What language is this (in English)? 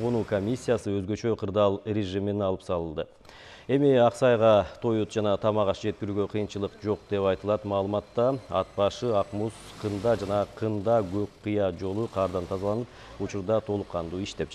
Kyrgyz